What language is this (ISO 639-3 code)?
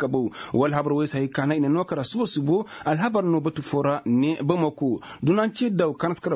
ses